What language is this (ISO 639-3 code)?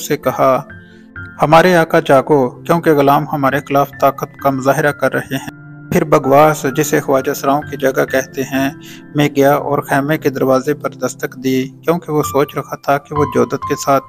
urd